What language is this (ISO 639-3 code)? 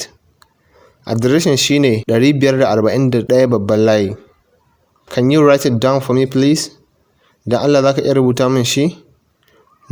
hau